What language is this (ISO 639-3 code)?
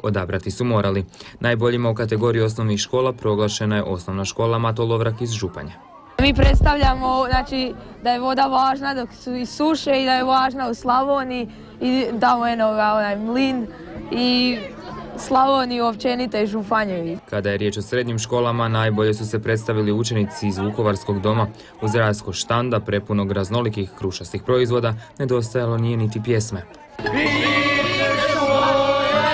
hrv